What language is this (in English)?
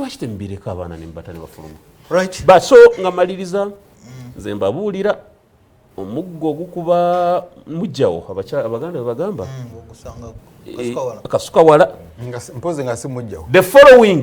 Ganda